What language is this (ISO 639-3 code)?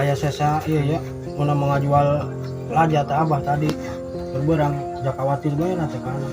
sun